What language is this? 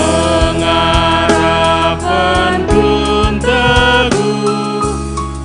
Batak Karo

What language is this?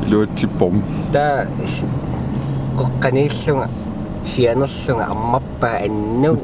Kalaallisut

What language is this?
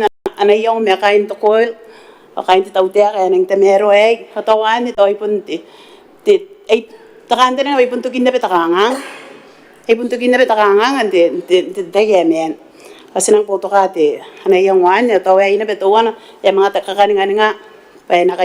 Gilbertese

